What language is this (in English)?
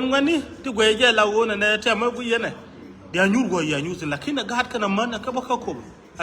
Nuer